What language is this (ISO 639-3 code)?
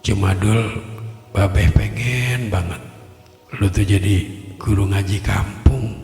bew